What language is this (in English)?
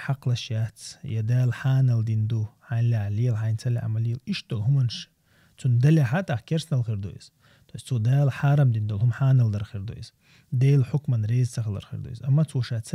Chechen